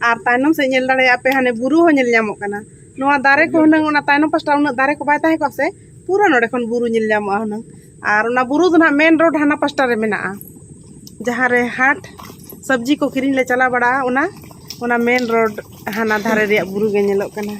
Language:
Santali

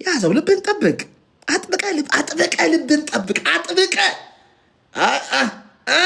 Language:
Amharic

